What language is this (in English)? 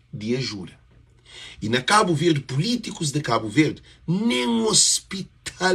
Kabuverdianu